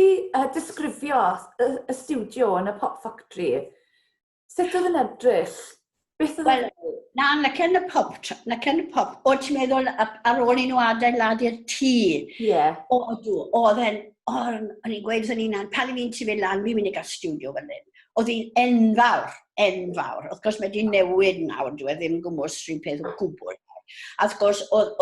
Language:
Welsh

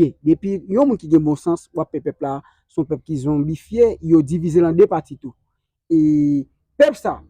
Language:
Haitian Creole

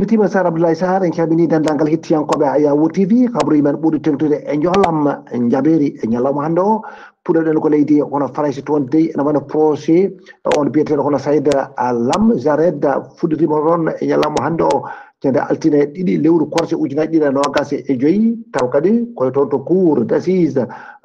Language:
Fula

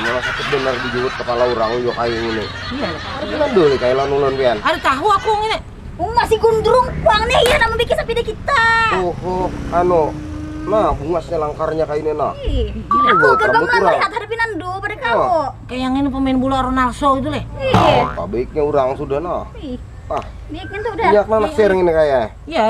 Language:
Banjar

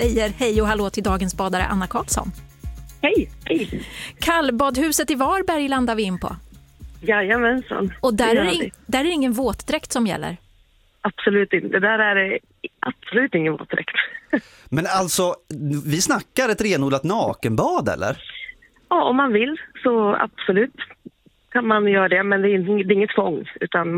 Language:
Swedish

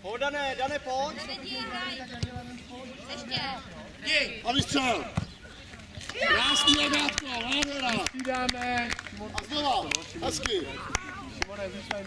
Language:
Czech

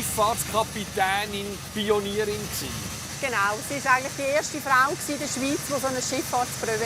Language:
Swiss German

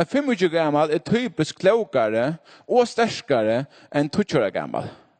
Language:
Faroese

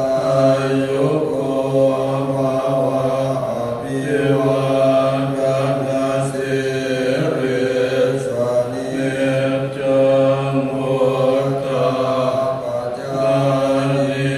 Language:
Pali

